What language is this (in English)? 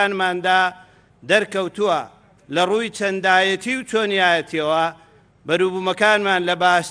Central Kurdish